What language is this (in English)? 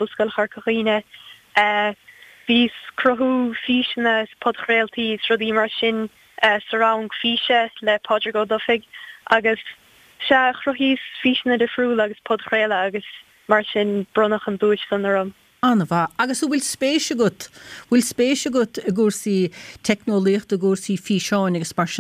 Irish